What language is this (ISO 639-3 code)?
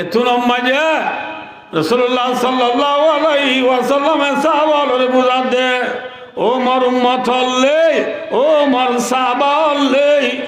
rhg